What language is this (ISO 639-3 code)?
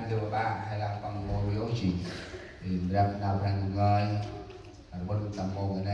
cmo